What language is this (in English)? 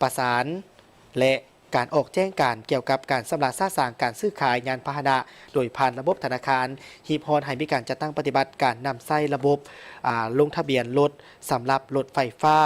Lao